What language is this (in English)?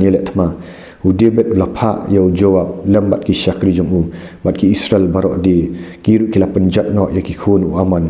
Khasi